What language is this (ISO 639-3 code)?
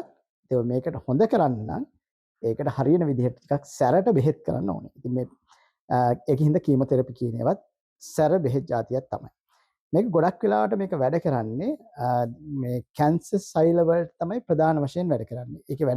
sin